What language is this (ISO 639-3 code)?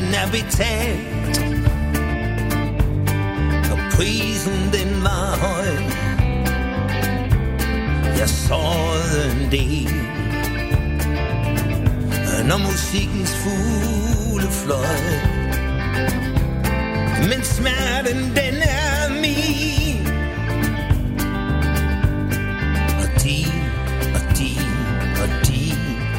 dan